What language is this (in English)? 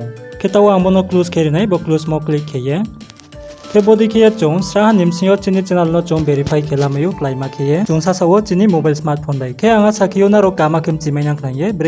Riang (India)